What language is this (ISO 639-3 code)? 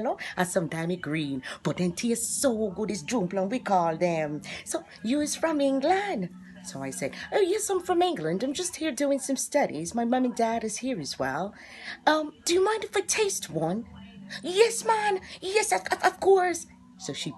jam